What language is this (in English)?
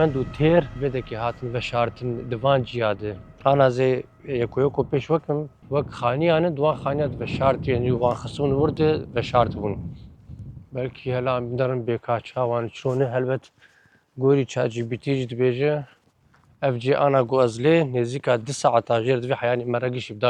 Kurdish